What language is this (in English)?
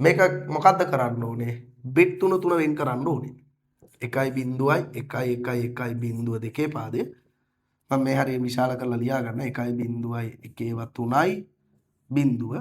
Sinhala